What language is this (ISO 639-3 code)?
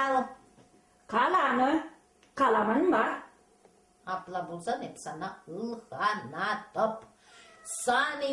chv